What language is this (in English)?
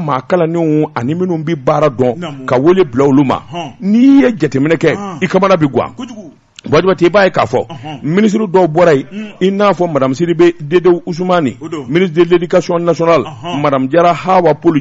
Bambara